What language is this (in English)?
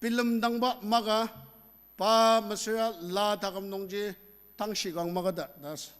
Ao Naga